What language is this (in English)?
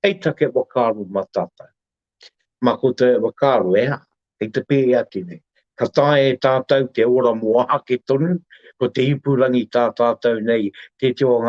Māori